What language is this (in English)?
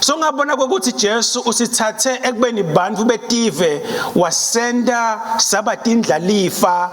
Swati